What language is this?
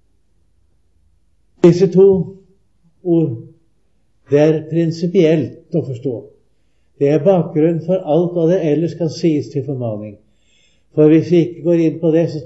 Norwegian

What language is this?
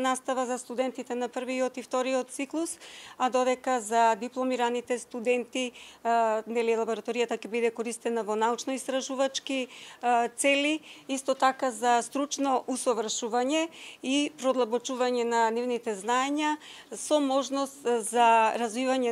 Macedonian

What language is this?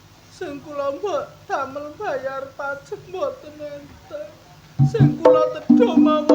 Javanese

